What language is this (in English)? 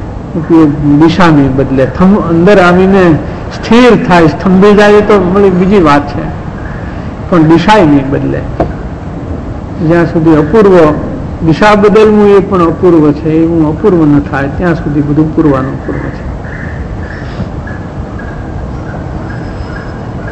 Gujarati